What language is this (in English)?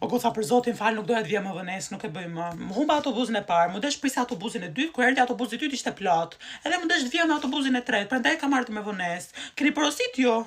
Albanian